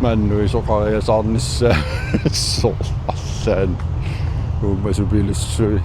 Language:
Kalaallisut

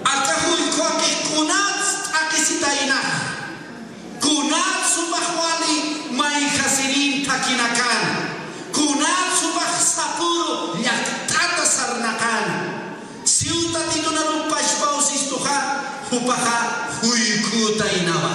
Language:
Aymara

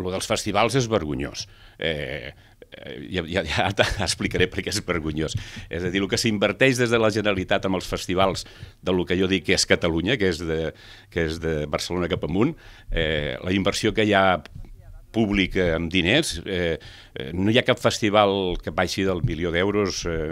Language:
Catalan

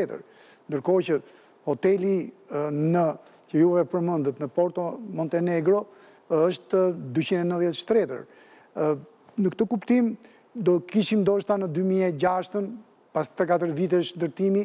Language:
Albanian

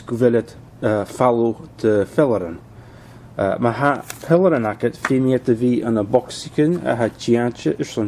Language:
Scottish Gaelic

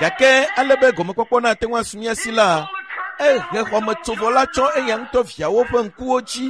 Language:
Ewe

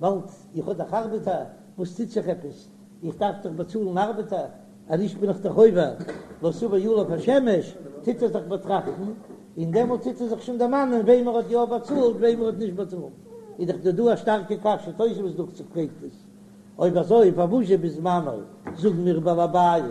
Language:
Yiddish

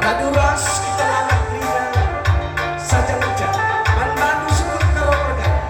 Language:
Batak Karo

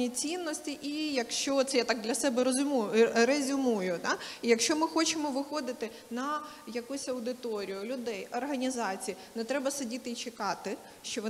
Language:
Ukrainian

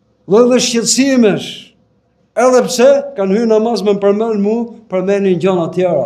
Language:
Albanian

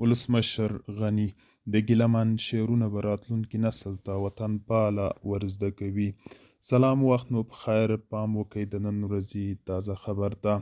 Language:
Pashto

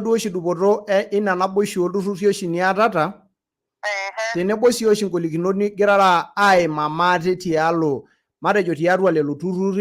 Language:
Masai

